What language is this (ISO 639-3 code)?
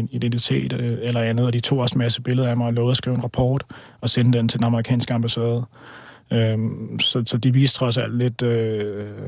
dan